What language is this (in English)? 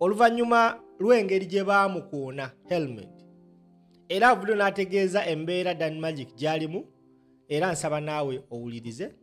Ganda